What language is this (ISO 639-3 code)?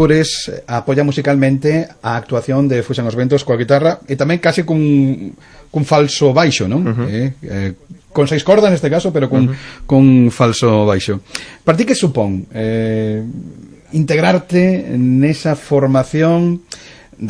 glg